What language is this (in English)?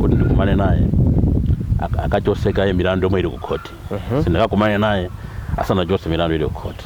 Nyanja